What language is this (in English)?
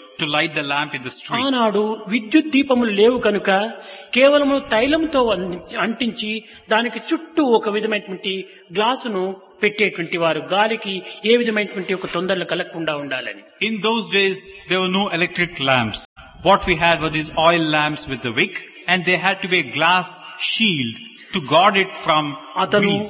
Telugu